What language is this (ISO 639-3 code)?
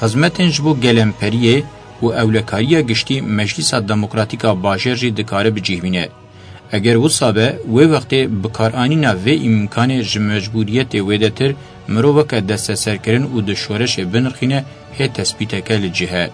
kur